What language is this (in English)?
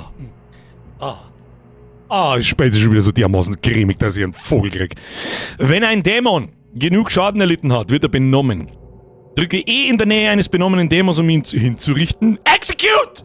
Bavarian